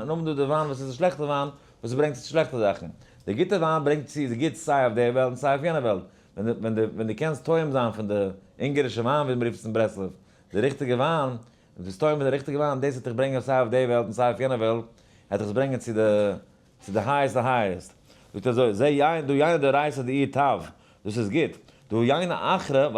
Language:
Yiddish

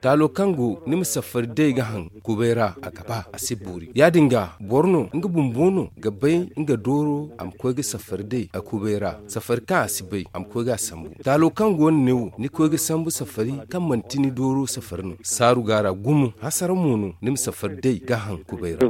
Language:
Zarma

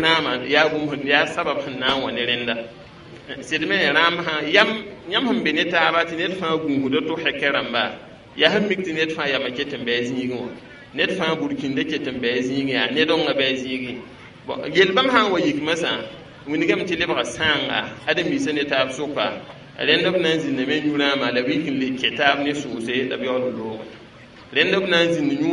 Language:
Mossi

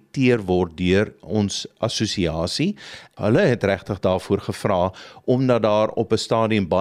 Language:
Afrikaans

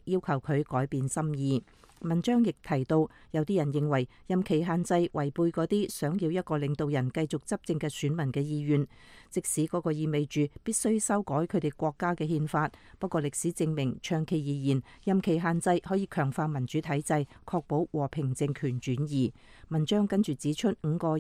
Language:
Cantonese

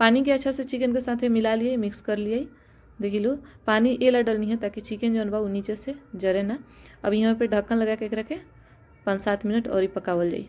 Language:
Bhojpuri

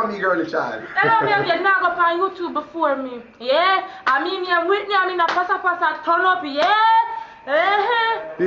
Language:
Jamaican Creole English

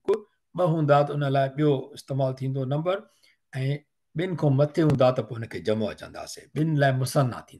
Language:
Sindhi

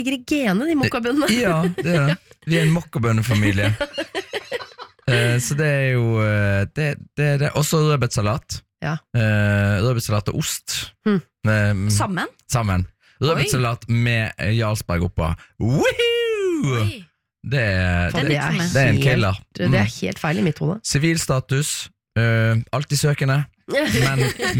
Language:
Norwegian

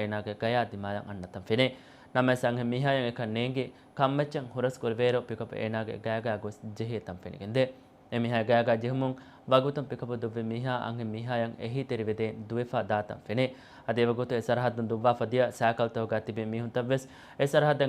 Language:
Divehi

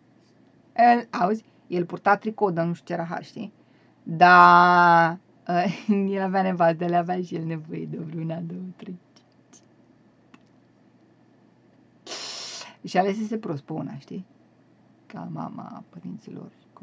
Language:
Romanian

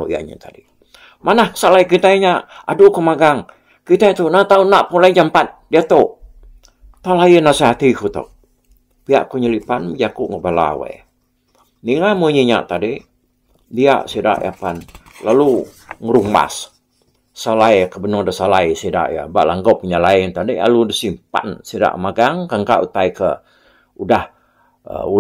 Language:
Iban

